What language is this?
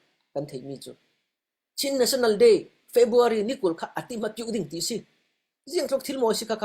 Falam Chin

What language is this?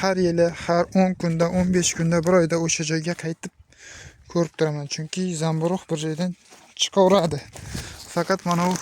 Uzbek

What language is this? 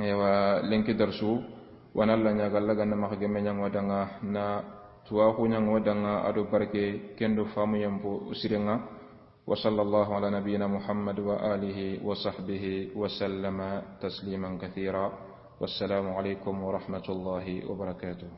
Soninke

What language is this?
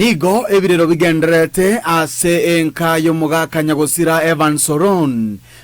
Gusii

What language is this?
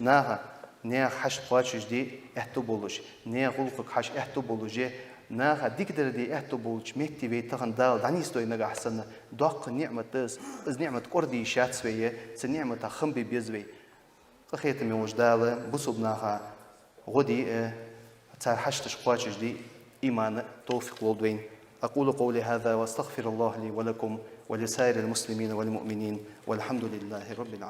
Ingush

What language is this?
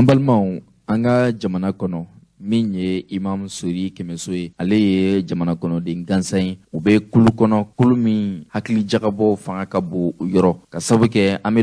Bambara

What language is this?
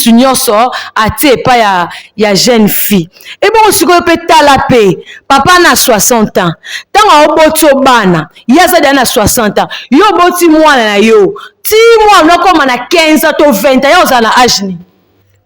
Lingala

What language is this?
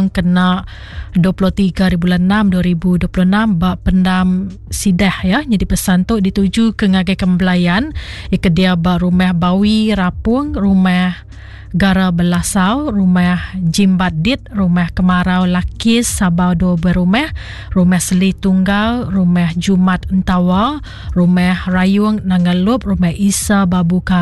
Iban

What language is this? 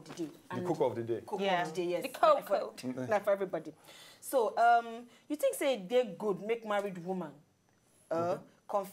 Nigerian Pidgin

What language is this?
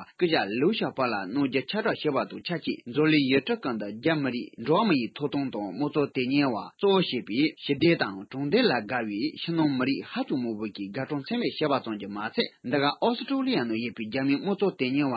Tibetan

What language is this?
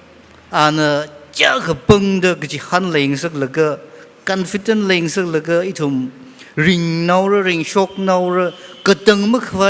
Tangkhul Naga (India)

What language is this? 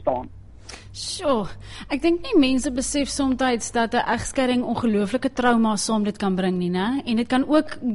Afrikaans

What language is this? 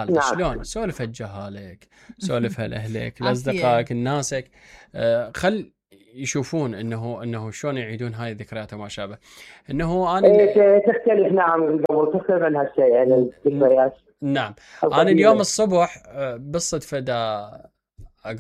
Mesopotamian Arabic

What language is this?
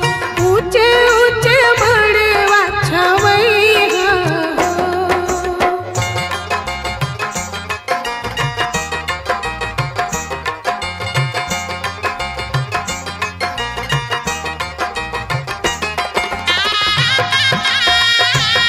Bhojpuri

